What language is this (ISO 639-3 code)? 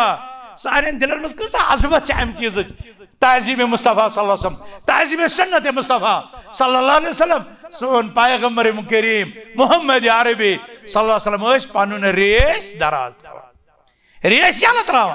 kas